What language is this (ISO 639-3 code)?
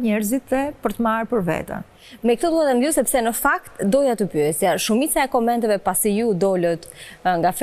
sqi